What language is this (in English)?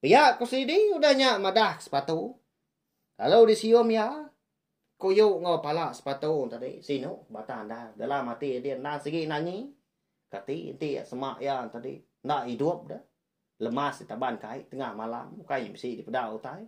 Iban